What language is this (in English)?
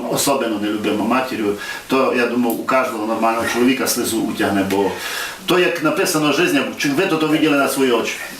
Rusyn